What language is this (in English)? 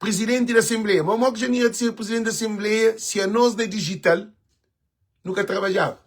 Kabuverdianu